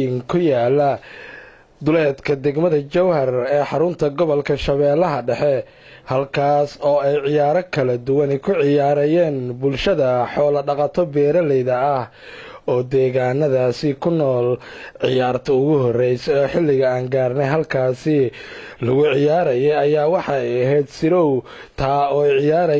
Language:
Somali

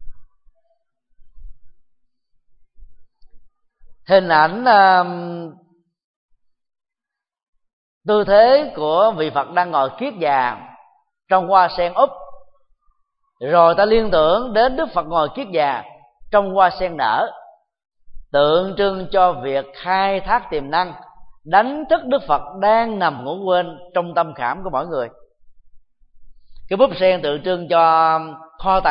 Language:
Vietnamese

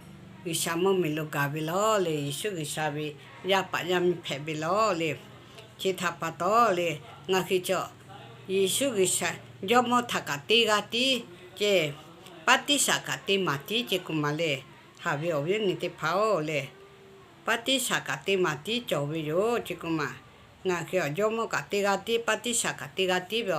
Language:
Lahu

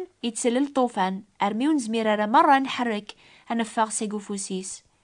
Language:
Kabyle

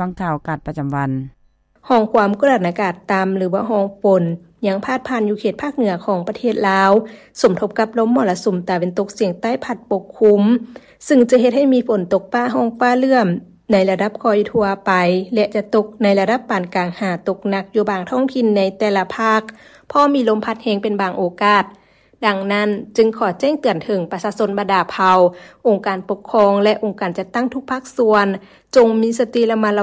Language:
Lao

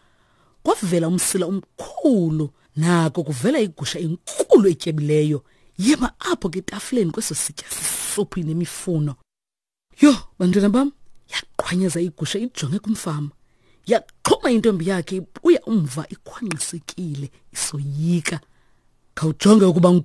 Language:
Xhosa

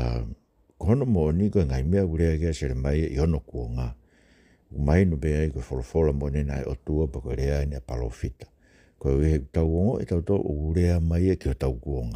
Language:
Tongan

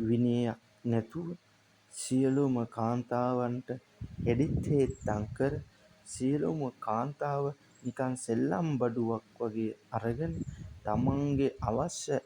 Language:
Sinhala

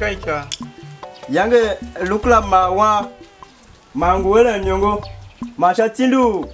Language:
Tiv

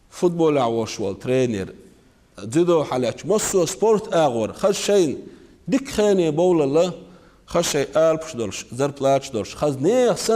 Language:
Chechen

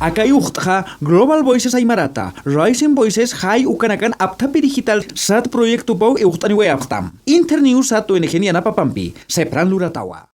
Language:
Aymara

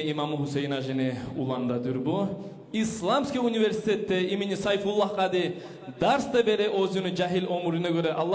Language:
Kumyk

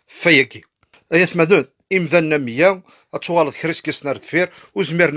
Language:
Kabyle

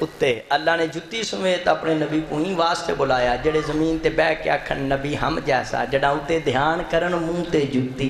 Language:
Saraiki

